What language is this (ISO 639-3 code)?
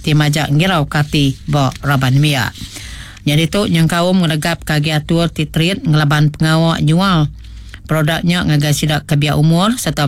iba